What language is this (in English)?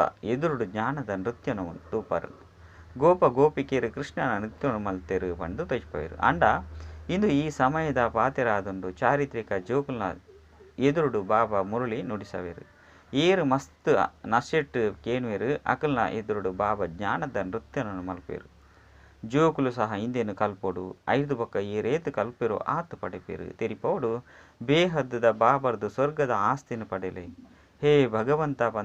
Tulu